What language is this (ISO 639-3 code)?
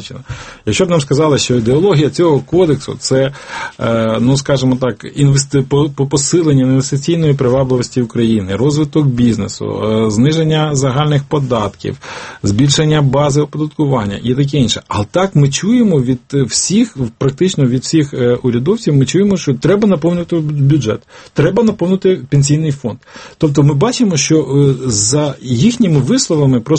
ukr